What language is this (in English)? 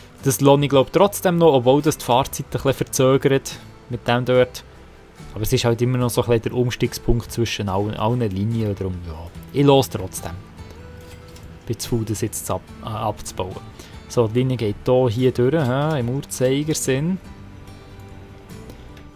German